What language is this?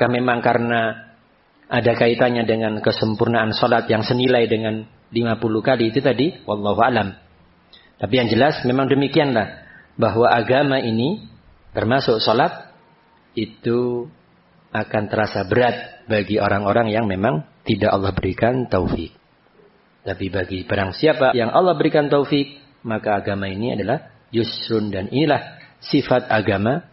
Indonesian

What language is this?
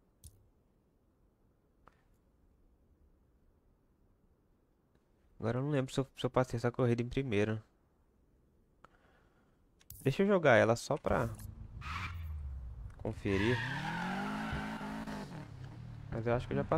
Portuguese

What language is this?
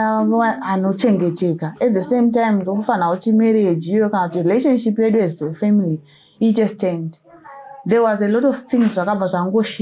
Shona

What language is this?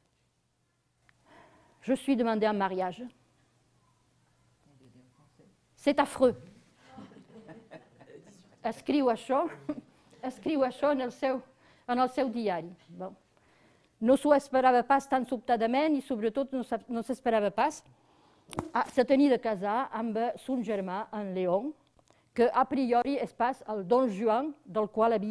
Catalan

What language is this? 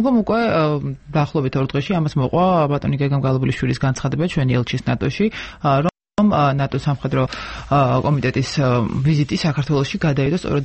Georgian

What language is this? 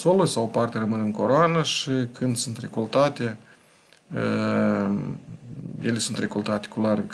Romanian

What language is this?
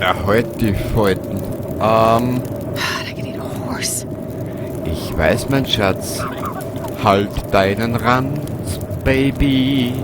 Bavarian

